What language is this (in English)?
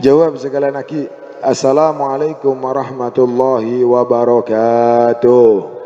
Madurese